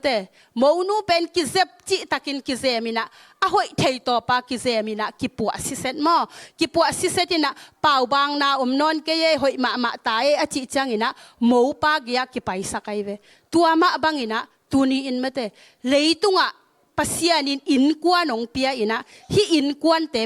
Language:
Tedim Chin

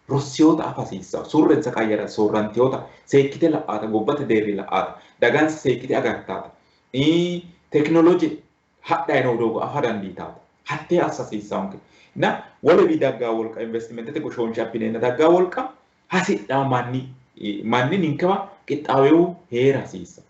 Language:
Sidamo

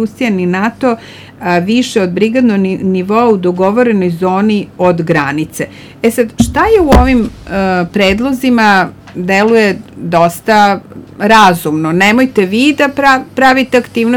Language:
Serbian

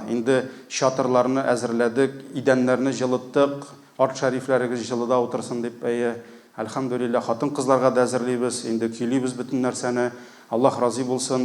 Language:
Tatar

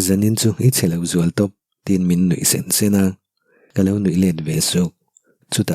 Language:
Mizo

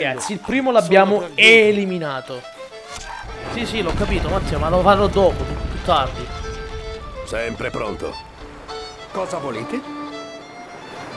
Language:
Italian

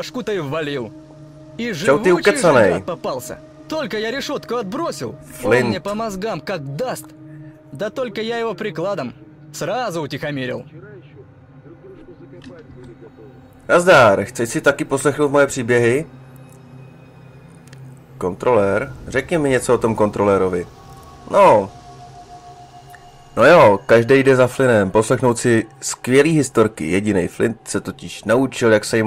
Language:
Czech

